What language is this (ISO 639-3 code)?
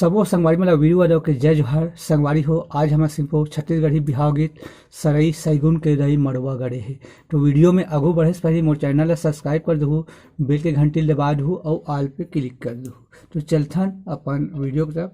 hne